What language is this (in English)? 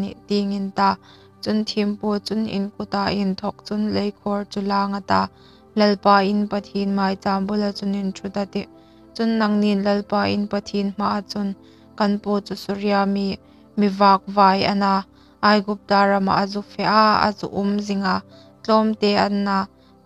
Hmar